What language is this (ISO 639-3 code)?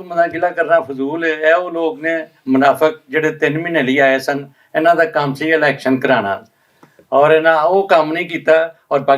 lah